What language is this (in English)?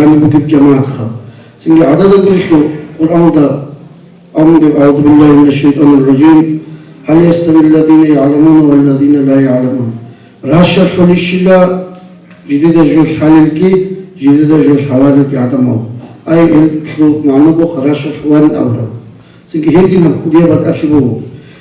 Avaric